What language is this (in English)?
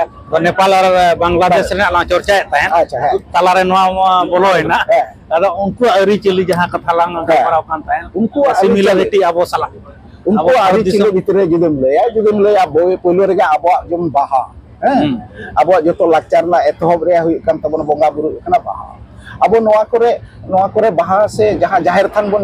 Santali